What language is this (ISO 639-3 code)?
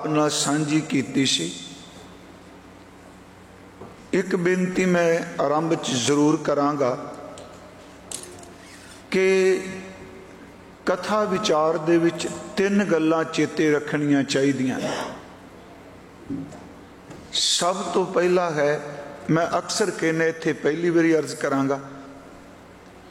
pan